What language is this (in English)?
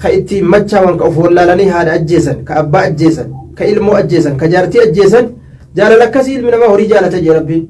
Oromo